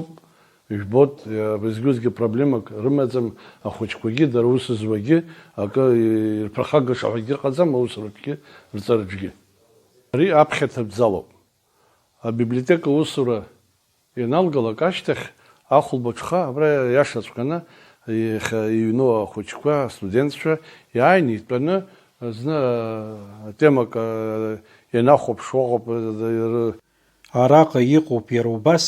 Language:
Abkhazian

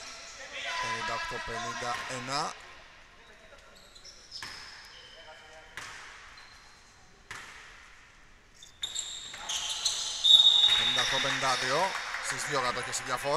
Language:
Greek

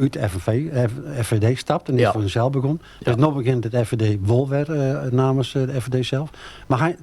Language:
Western Frisian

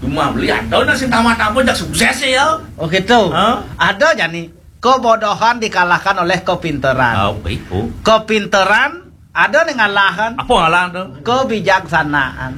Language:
Balinese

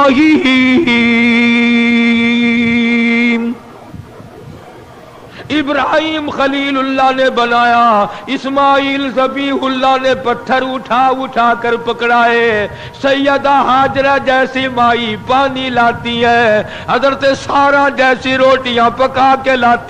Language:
Urdu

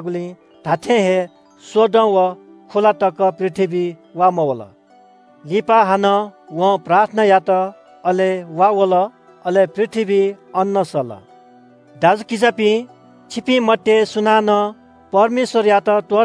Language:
Newari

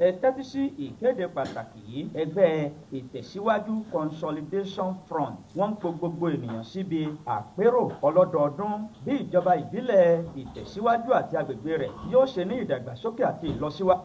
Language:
Yoruba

